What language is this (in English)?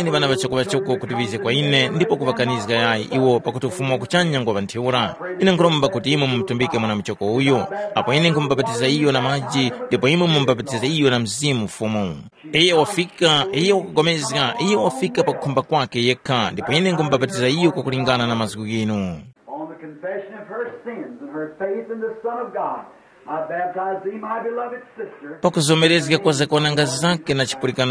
Tumbuka